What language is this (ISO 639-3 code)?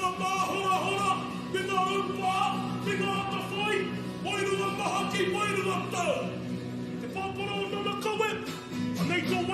mri